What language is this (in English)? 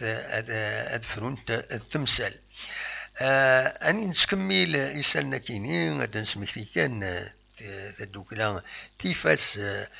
Kabyle